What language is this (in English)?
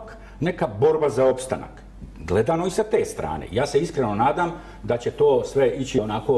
Serbian